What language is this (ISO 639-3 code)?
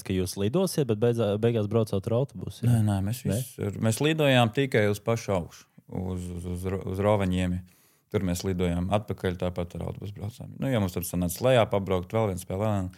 lav